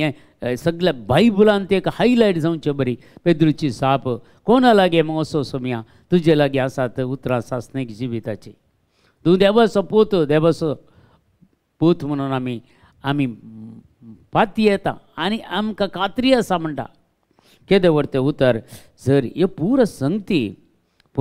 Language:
Konkani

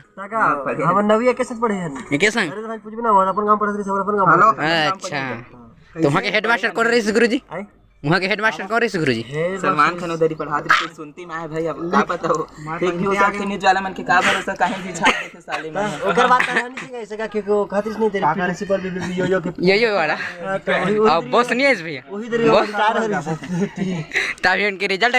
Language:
Chhattisgarhi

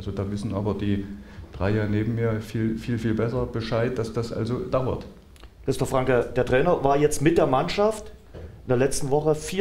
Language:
German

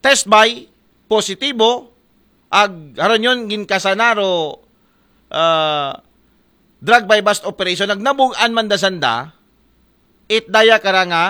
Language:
Aklanon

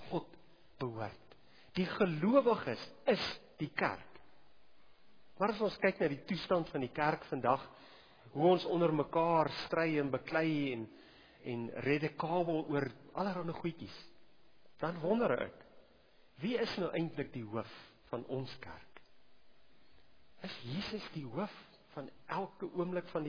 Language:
Afrikaans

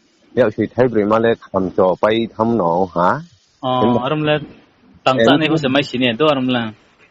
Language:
Riang (India)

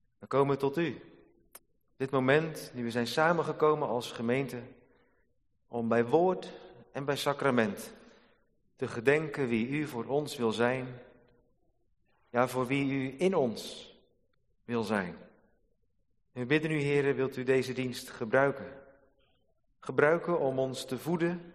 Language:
Dutch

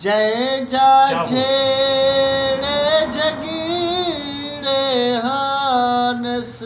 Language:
Saraiki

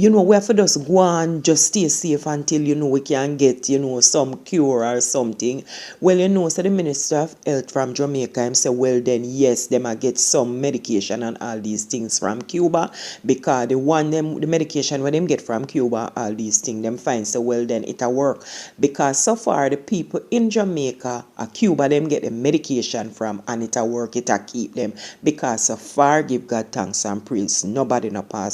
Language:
Jamaican Creole English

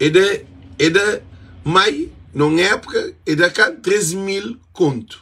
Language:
Kabuverdianu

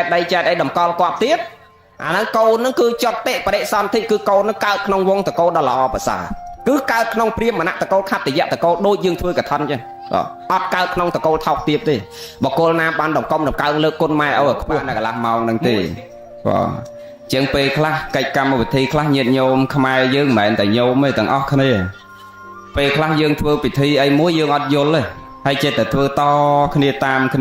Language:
Khmer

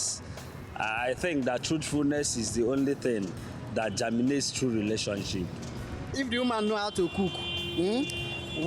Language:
Nigerian Pidgin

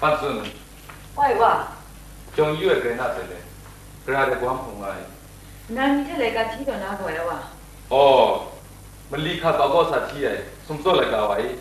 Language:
Kachin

